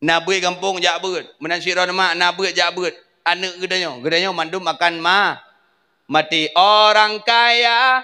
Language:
Achinese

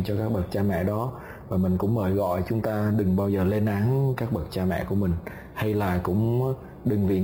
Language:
Vietnamese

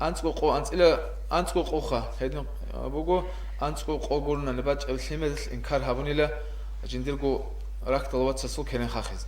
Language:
Avaric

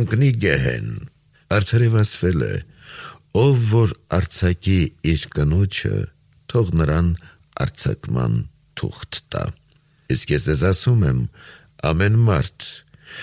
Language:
Armenian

